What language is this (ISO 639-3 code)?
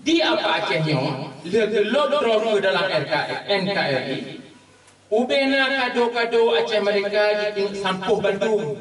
ace